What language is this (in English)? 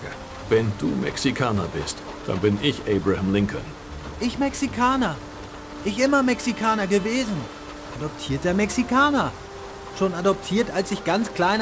Bavarian